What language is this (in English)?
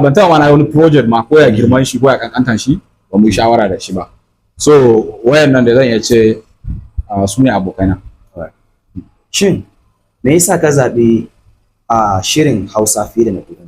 Hausa